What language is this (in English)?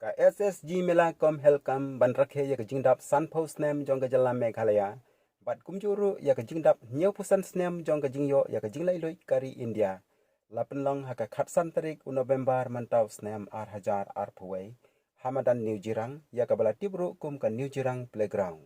Khasi